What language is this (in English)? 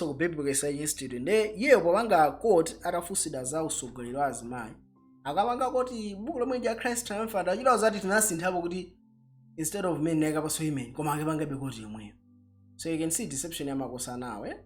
Nyanja